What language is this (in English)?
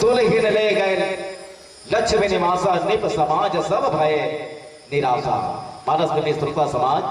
Chhattisgarhi